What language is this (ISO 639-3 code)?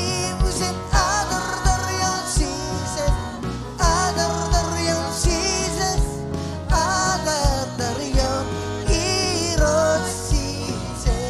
mah